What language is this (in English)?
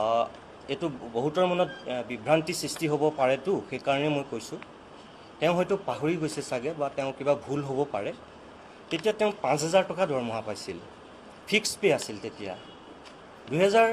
Assamese